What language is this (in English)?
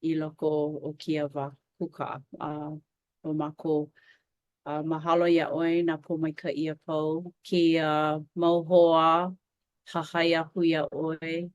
Hawaiian